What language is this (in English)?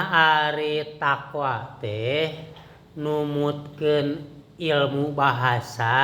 Sundanese